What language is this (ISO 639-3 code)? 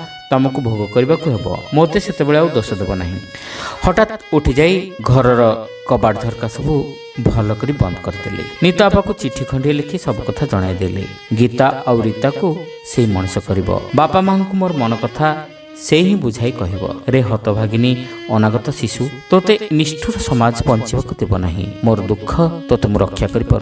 ori